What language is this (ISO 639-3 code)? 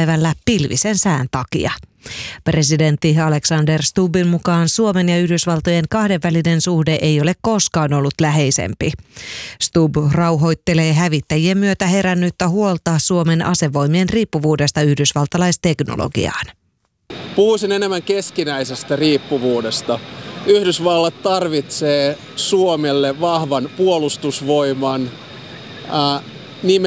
fin